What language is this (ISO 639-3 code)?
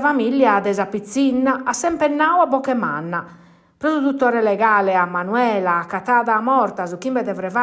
srd